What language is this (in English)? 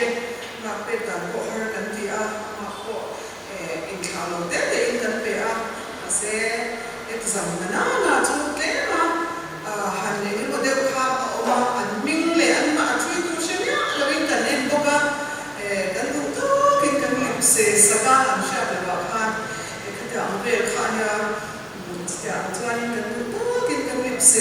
Mizo